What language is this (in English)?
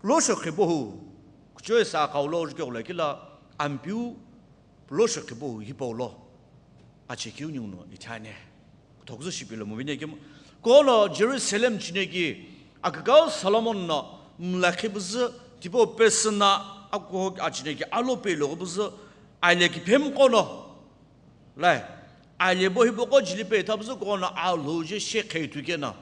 Sumi Naga